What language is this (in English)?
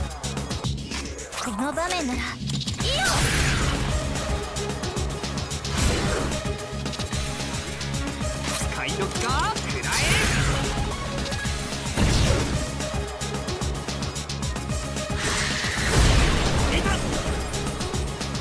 Japanese